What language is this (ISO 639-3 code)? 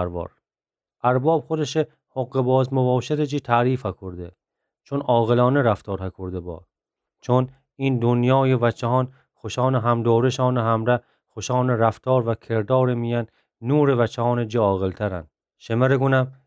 glk